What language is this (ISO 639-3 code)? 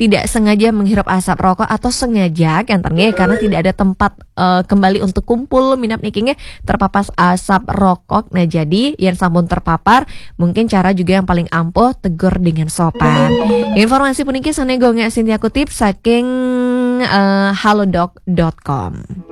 ban